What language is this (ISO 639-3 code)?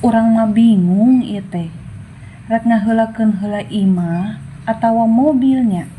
sun